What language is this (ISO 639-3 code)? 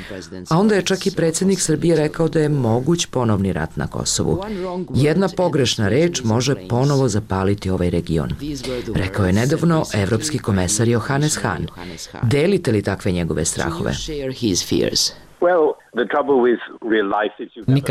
srp